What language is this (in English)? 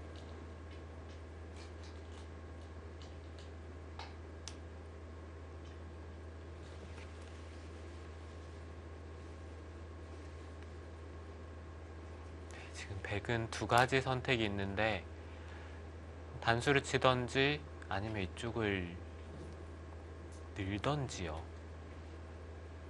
Korean